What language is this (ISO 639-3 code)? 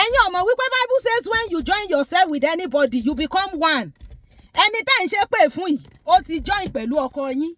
yor